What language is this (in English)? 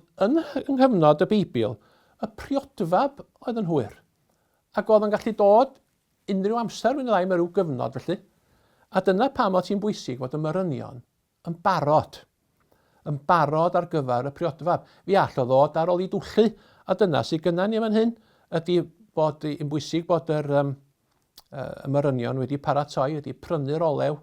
Welsh